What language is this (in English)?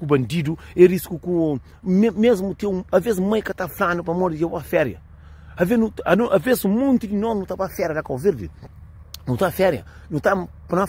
Kabuverdianu